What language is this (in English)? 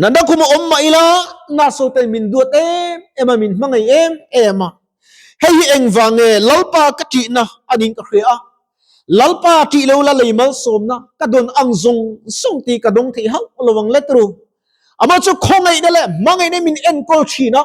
Mizo